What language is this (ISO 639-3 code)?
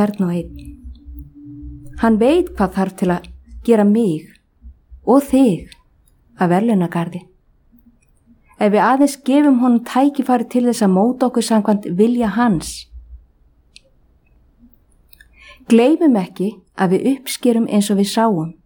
isl